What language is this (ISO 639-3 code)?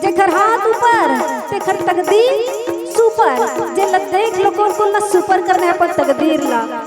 hne